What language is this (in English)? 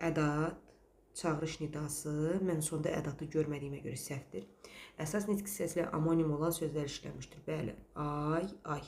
Azerbaijani